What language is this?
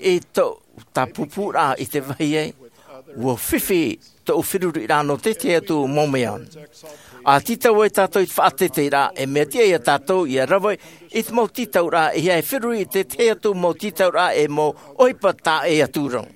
Tahitian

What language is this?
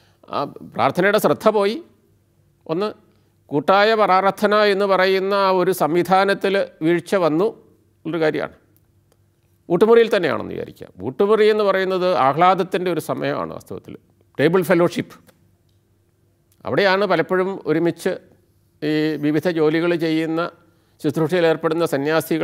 Malayalam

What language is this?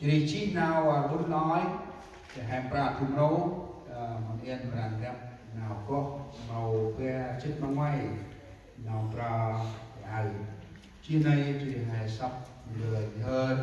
Central Mnong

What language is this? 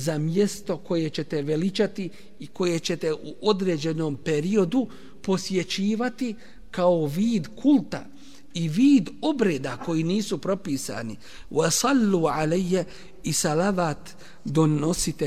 Bosnian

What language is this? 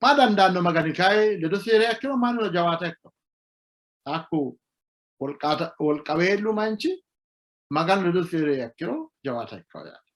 Sidamo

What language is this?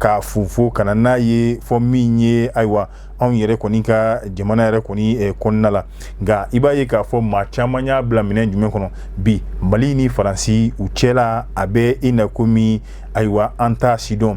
Bambara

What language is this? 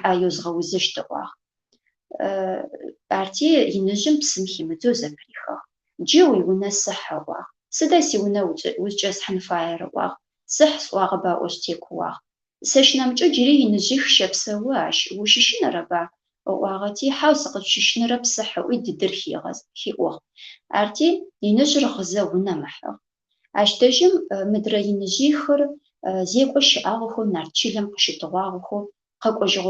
Adyghe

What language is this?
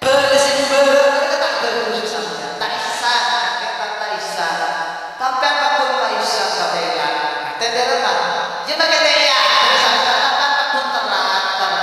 Madurese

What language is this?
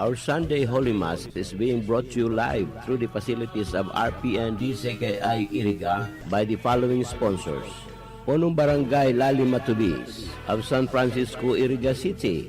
Bikol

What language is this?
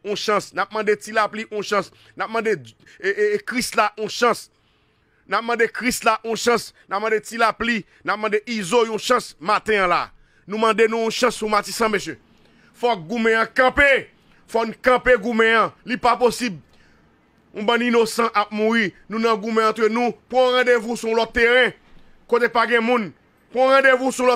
Haitian Creole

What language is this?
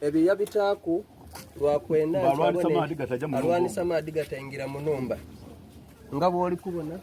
Soga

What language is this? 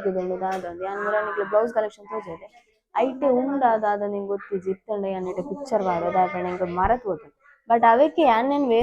Tulu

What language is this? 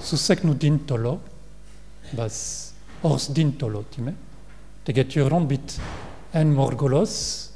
Mongolian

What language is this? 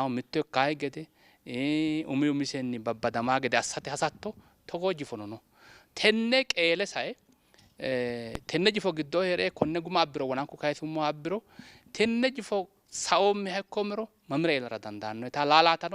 Sidamo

